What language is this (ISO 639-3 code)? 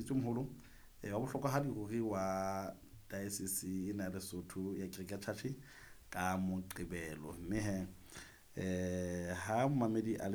sot